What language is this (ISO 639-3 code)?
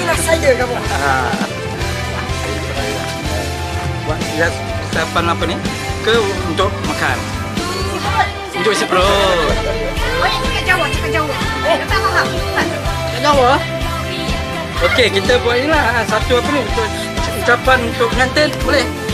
msa